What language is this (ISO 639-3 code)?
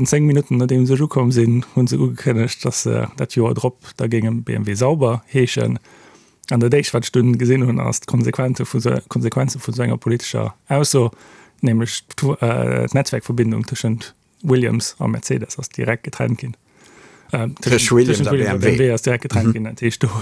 ltz